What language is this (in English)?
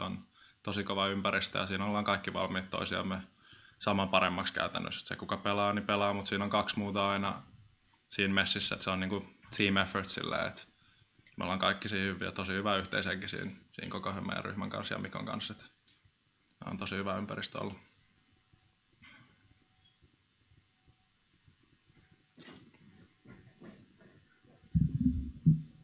Finnish